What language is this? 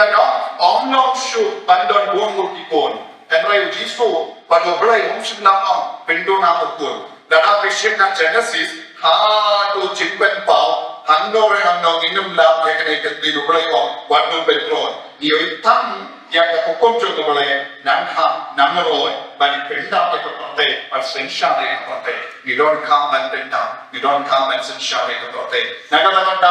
Khasi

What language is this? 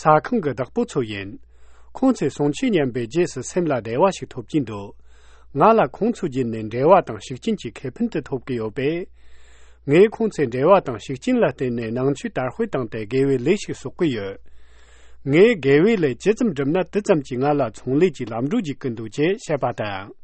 Tibetan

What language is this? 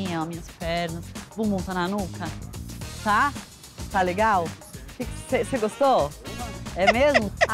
Portuguese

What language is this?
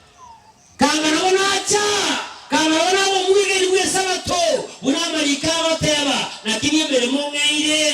Gusii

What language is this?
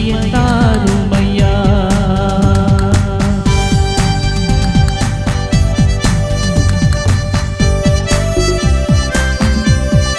Tamil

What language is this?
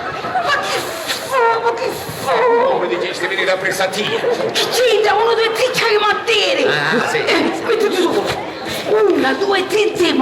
Sicilian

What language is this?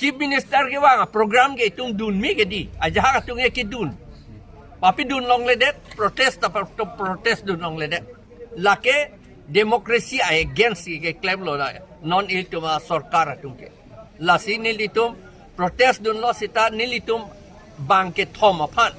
Karbi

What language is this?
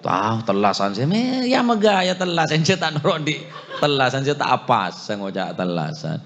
Madurese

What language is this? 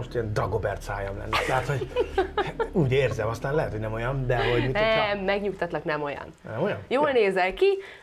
Hungarian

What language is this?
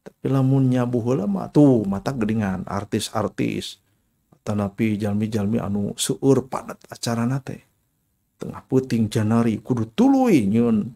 Sundanese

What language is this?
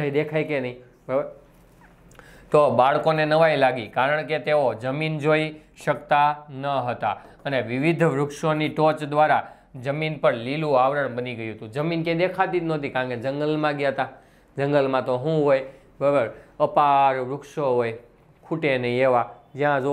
Gujarati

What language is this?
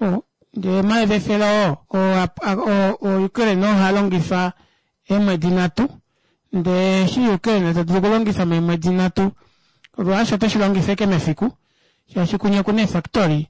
Kuanyama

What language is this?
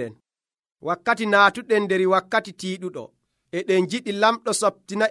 Nigerian Fulfulde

